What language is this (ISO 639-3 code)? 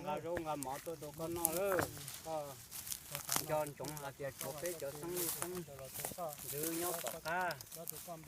hmn